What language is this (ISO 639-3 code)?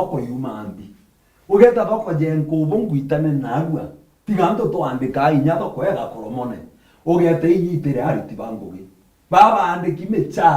mer